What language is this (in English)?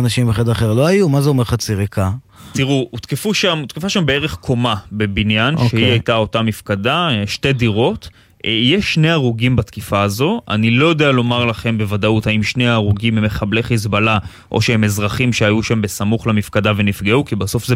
Hebrew